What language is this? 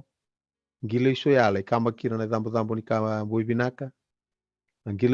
Fijian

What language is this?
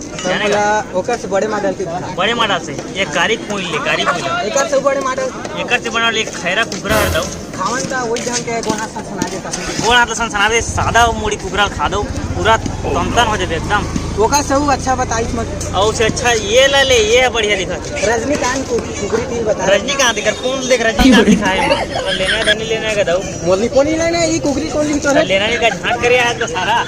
Chhattisgarhi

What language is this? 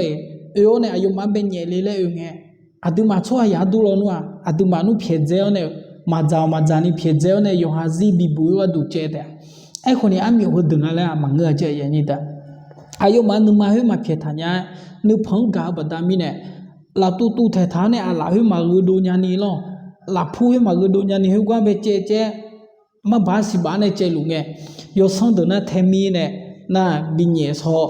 Akha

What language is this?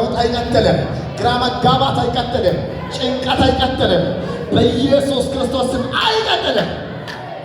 Amharic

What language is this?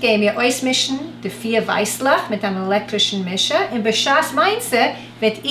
Yiddish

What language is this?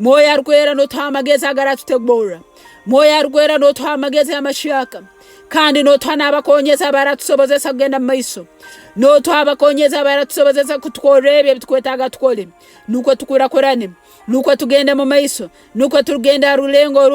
Nyoro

